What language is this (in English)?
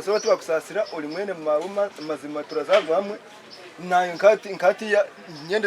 Nyankole